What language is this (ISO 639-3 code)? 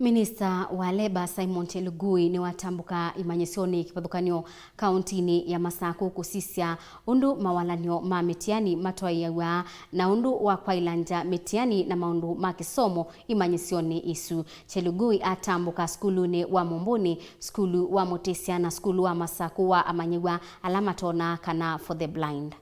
kam